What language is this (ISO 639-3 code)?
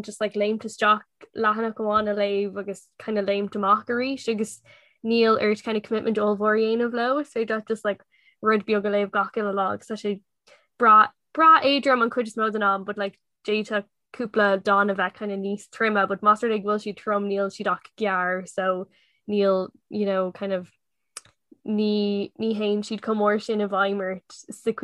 gle